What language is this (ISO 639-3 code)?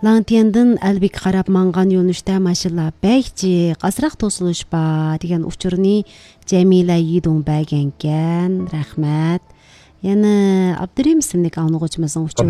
uig